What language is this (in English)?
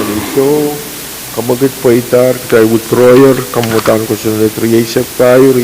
Pohnpeian